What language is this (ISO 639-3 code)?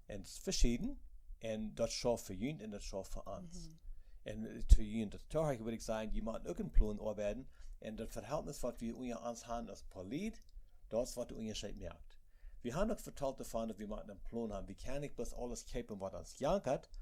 pdt